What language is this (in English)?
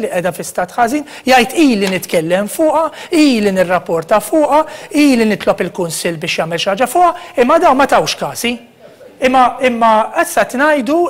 Maltese